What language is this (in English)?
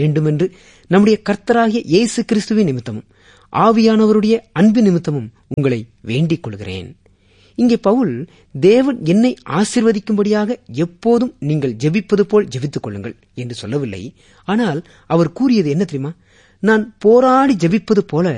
Tamil